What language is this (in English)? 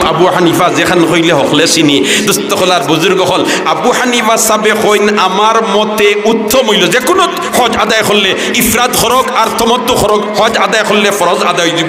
Sylheti